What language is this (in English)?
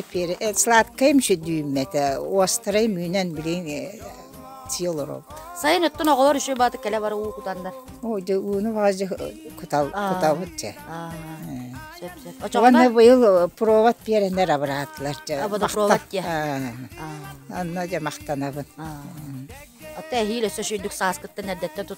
Yakut